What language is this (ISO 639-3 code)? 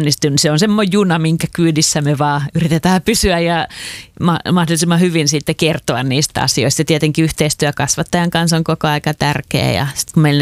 fin